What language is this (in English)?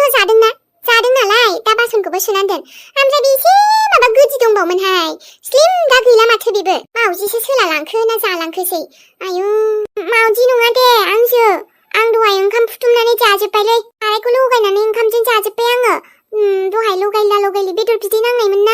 Bodo